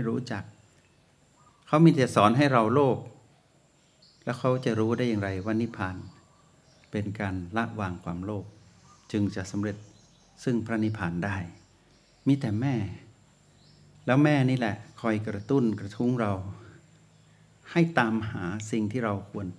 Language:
Thai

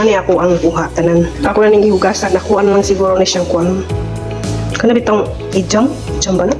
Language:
Cebuano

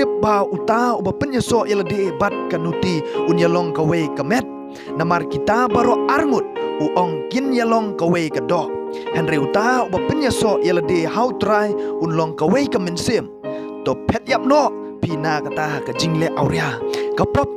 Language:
Khasi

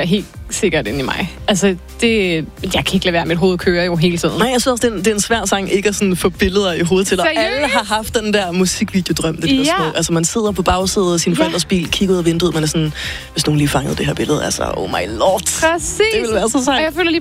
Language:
Danish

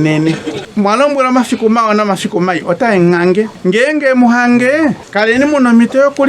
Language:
Ndonga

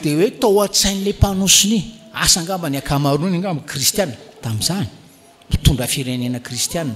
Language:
Malagasy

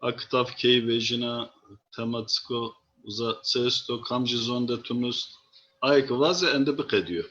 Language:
Zaza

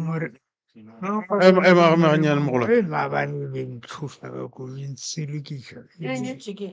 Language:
Northern Sotho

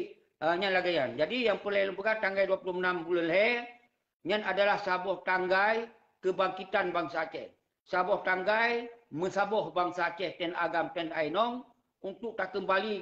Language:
Achinese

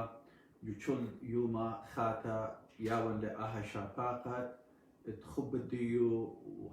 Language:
Assyrian Neo-Aramaic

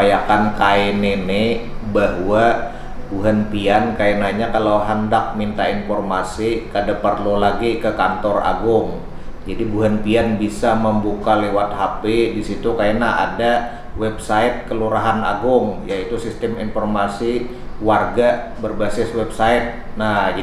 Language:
Banjar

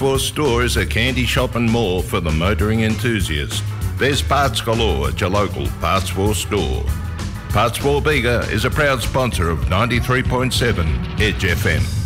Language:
English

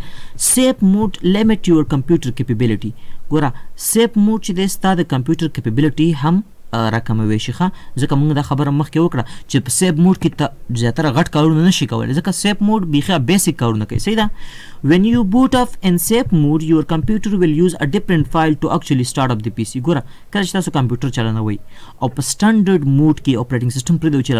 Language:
Pashto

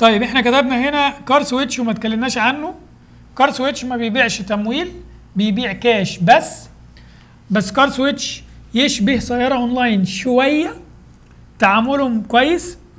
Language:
Egyptian Arabic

